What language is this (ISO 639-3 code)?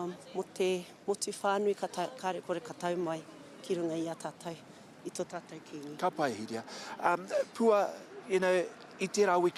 mri